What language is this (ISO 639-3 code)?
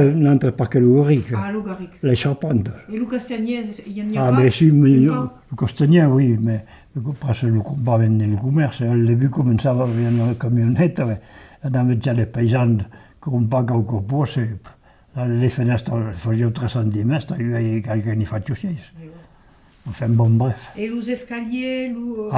oci